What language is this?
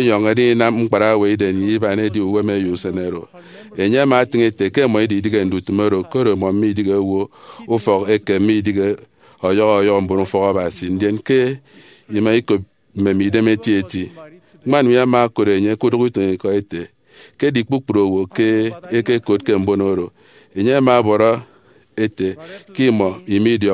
Efik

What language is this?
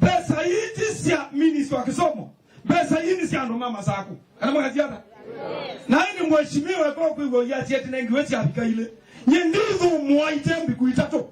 Kamba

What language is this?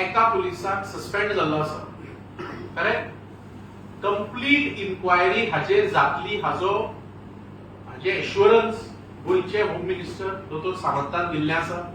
Konkani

